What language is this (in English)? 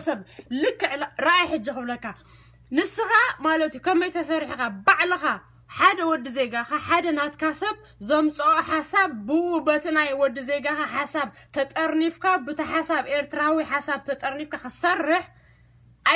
Tigrinya